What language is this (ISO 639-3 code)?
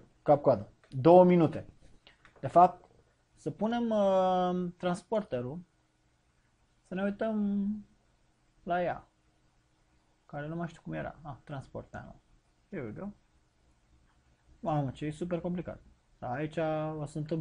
ron